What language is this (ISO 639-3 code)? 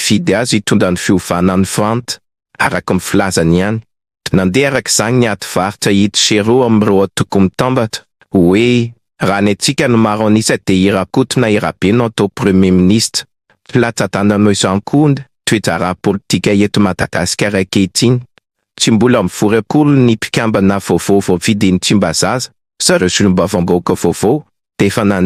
mlg